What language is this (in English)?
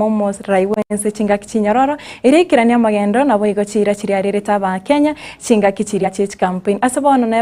Gusii